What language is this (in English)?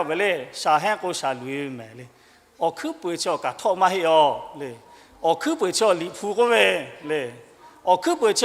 Lahu